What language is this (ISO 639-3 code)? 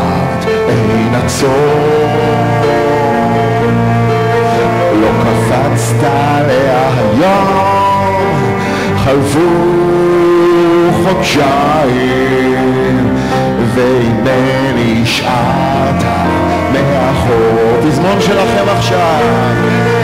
heb